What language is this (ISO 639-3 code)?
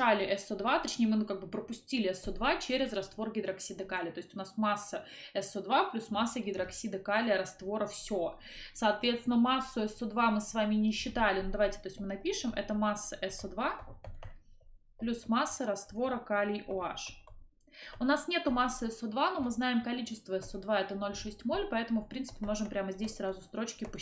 rus